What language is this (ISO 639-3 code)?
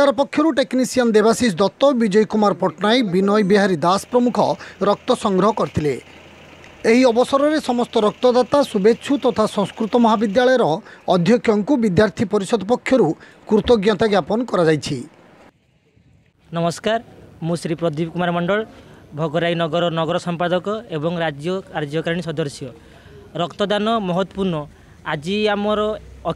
ori